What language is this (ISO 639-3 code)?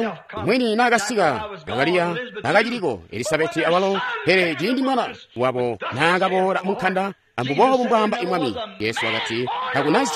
toi